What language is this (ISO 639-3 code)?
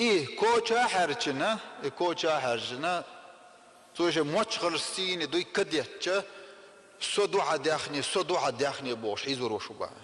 che